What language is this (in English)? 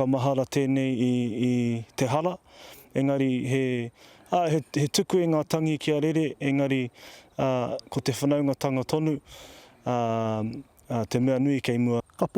Māori